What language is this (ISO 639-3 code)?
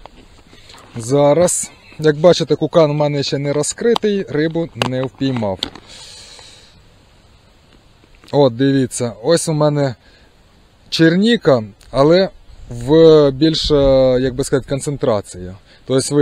ukr